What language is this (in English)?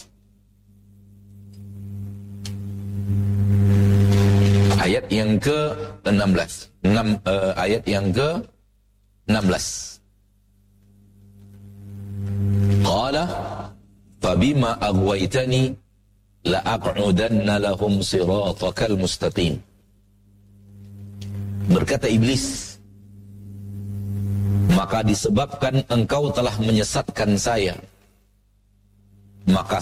Indonesian